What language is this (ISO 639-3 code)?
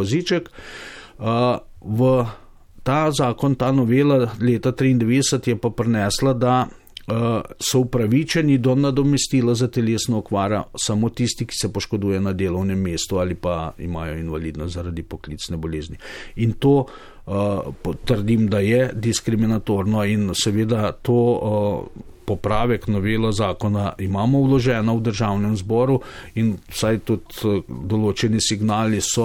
slv